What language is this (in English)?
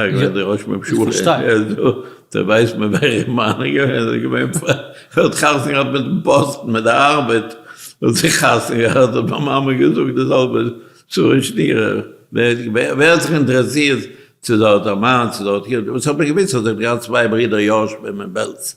Yiddish